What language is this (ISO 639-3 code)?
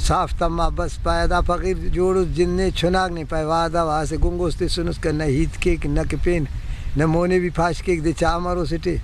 brh